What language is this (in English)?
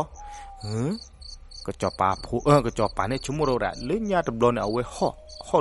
S'gaw Karen